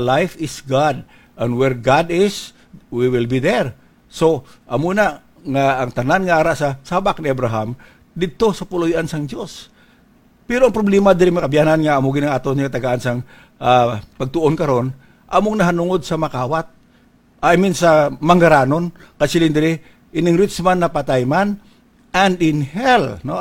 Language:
Hiligaynon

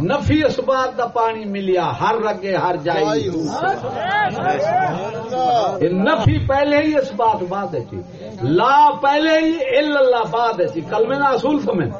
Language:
Saraiki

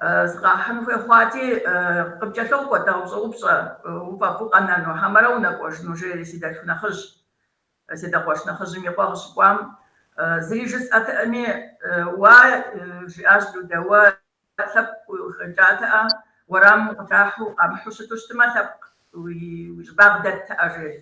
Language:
Kabardian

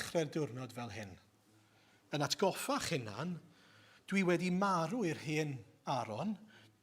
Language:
Welsh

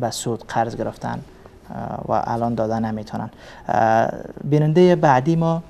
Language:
Persian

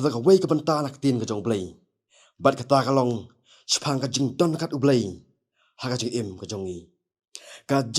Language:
Khasi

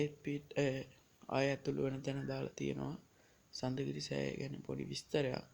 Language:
Sinhala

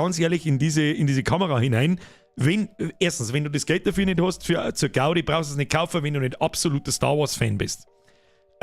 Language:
Bavarian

